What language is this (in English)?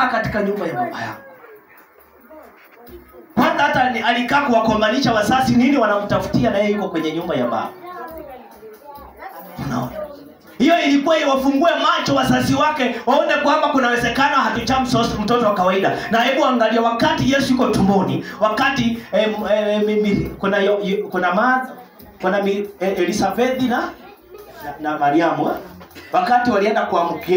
Swahili